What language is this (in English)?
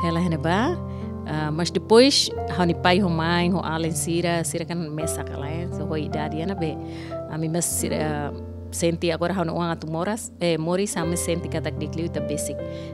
Tetum